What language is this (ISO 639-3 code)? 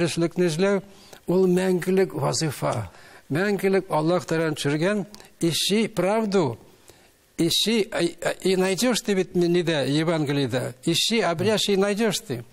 tat